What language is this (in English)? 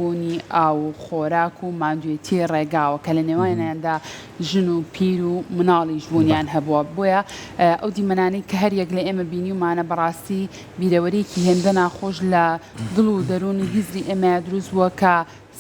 Central Kurdish